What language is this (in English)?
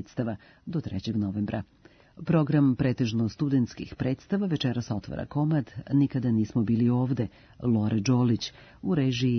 Serbian